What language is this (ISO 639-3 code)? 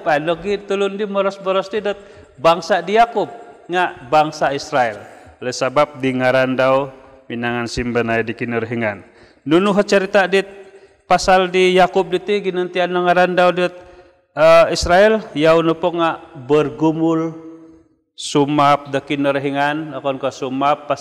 dtp